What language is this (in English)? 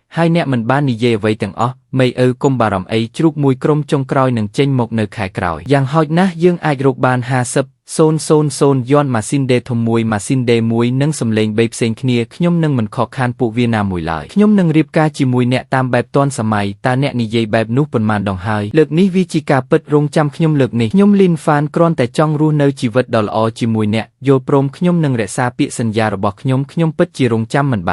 Khmer